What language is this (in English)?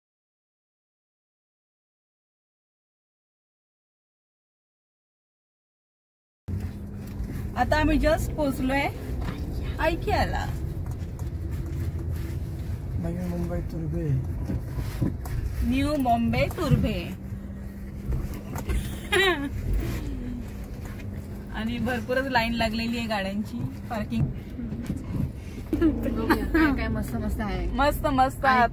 Marathi